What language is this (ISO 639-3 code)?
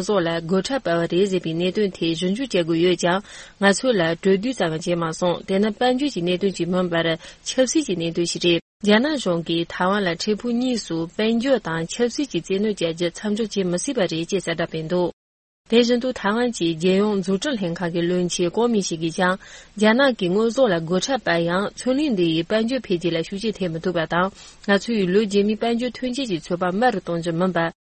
bod